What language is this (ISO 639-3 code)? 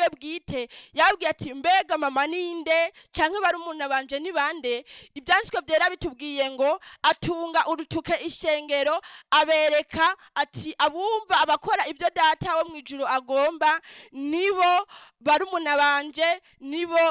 run